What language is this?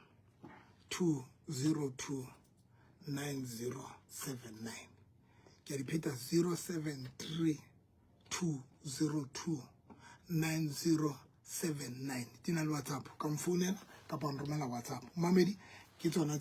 Southern Sotho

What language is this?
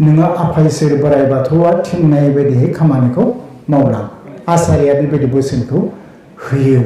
Bodo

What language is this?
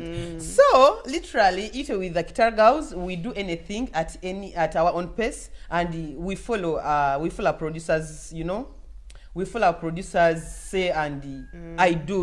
Nyoro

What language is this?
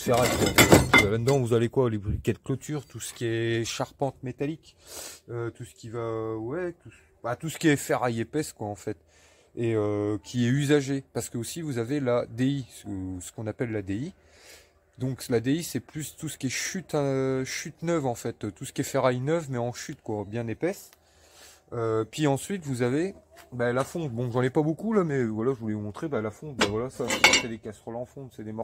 French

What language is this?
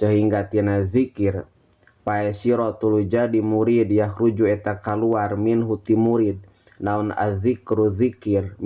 Sundanese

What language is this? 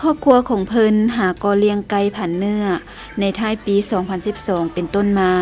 Lao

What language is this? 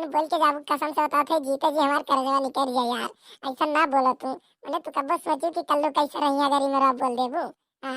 Awadhi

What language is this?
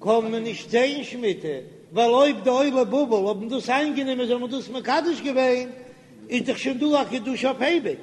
Yiddish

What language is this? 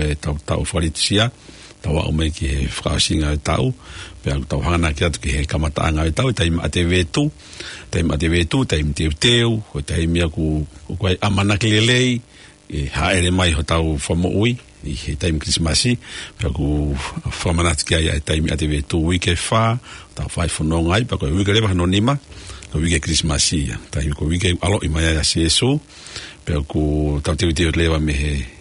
Tongan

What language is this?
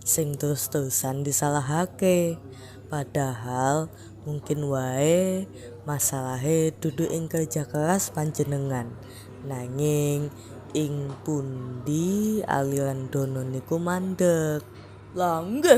Javanese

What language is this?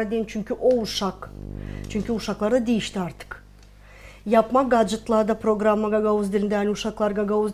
Gagauz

